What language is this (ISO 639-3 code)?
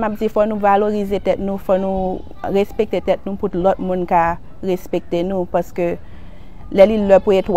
hat